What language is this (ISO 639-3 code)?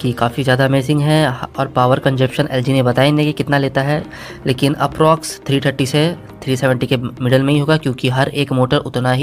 hin